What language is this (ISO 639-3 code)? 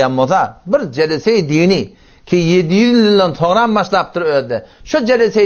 tuk